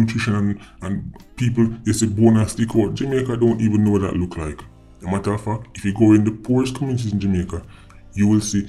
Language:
Jamaican Creole English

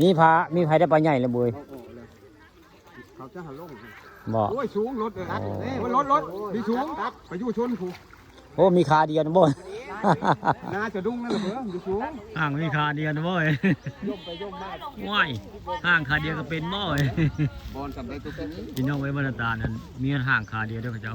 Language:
Northeastern Thai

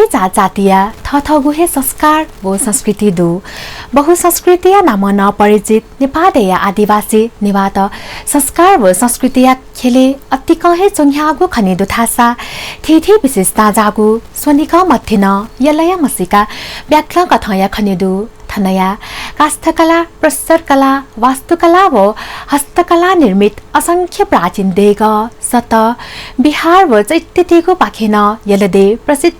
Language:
Newari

